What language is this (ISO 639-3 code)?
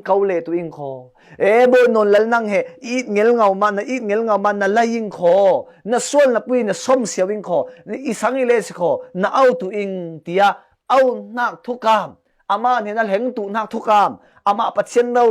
cfm